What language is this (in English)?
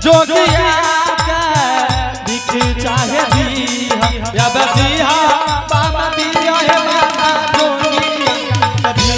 Angika